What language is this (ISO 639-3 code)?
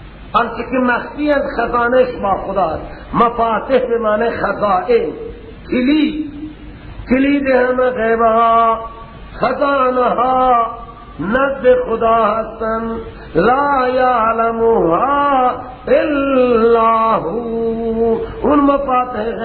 fas